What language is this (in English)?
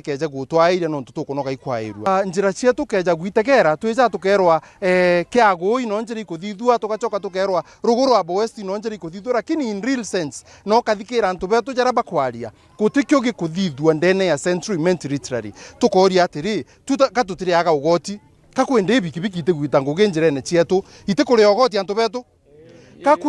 Meru